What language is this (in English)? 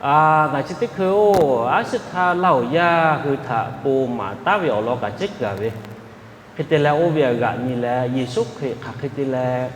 Lahu